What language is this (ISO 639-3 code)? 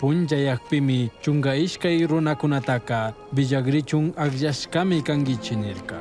qug